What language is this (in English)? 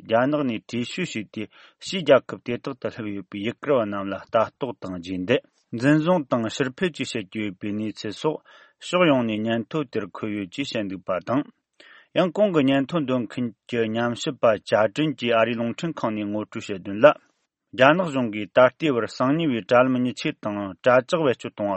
Tibetan